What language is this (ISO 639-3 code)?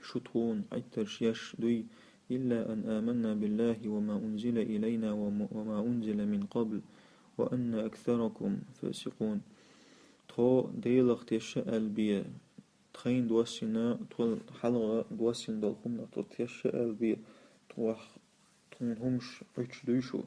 che